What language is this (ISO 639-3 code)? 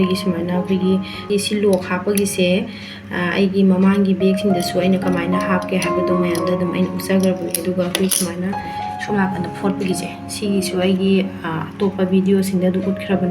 mni